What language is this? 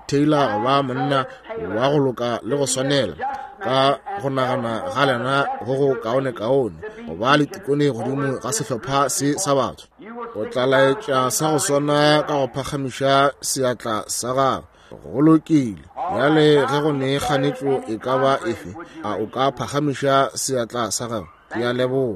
Northern Sotho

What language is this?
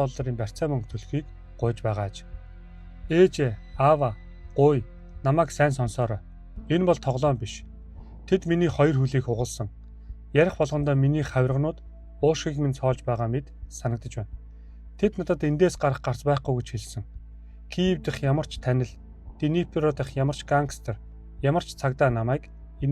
Mongolian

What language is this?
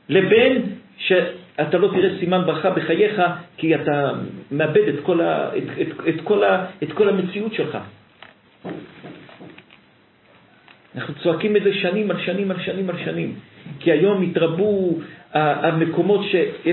Hebrew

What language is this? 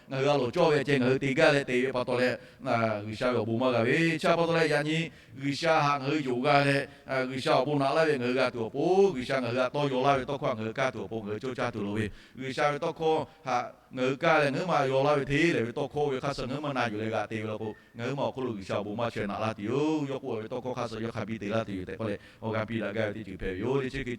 Lahu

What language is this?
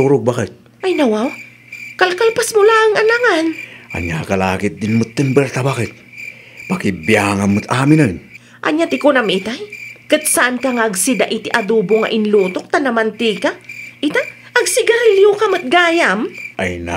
Iloko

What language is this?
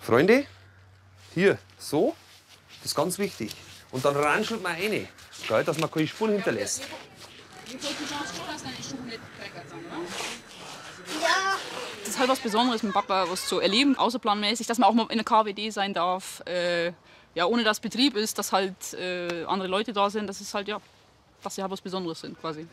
Swiss German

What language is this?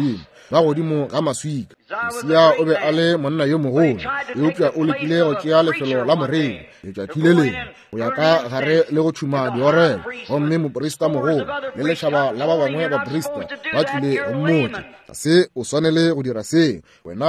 Northern Sotho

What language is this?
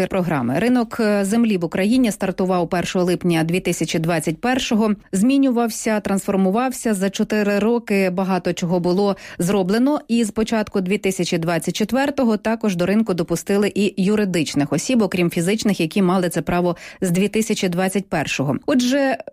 Ukrainian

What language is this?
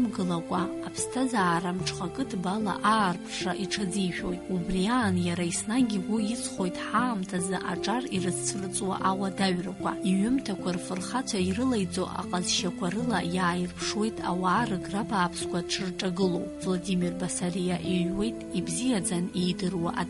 Abkhazian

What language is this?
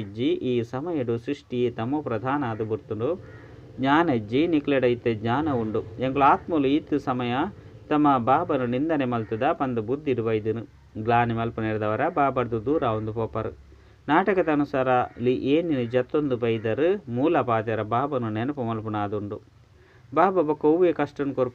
Tulu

